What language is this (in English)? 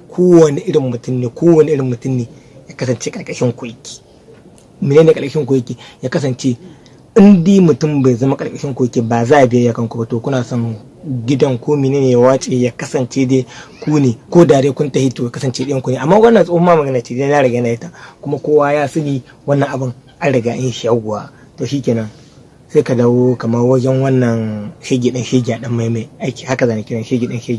Hausa